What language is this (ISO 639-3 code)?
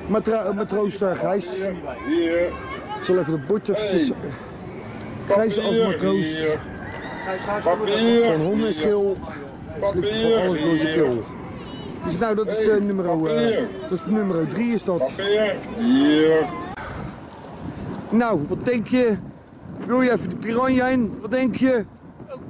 nld